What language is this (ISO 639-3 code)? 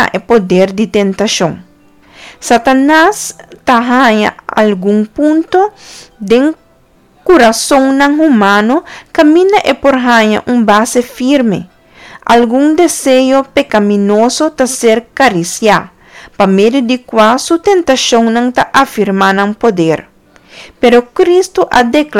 pap